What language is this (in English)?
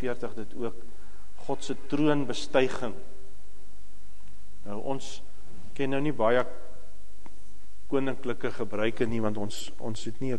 Afrikaans